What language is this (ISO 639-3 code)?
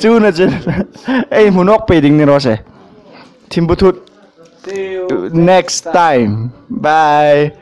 hmr